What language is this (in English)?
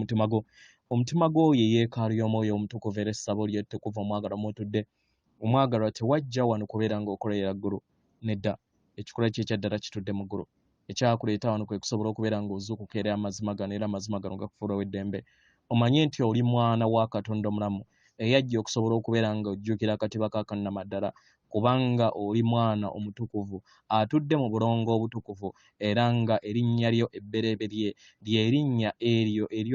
Ganda